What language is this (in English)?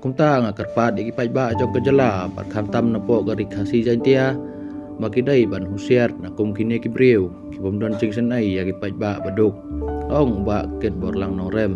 Khasi